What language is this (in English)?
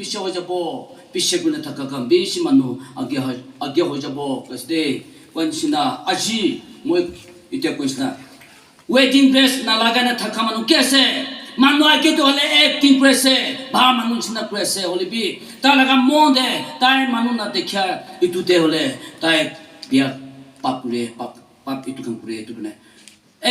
Naga Pidgin